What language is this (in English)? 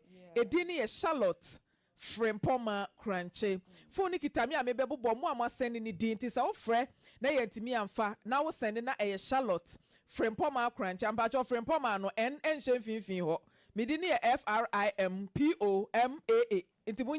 Akan